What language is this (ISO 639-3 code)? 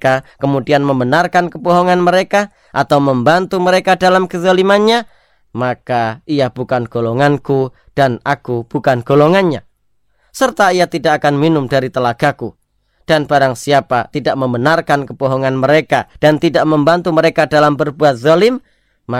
ind